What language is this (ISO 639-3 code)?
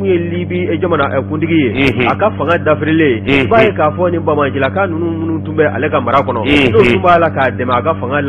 bam